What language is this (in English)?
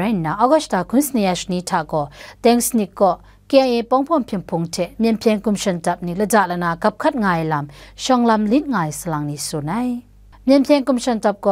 Kachin